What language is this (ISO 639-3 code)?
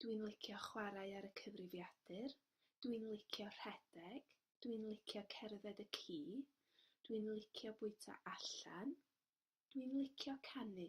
cym